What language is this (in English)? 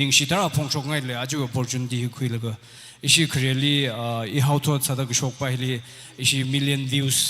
Tangkhul Naga (India)